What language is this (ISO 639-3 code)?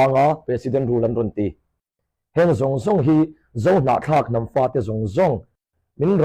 hmr